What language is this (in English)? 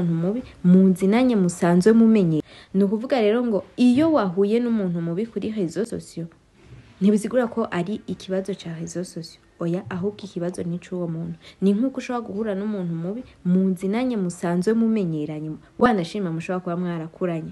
Rundi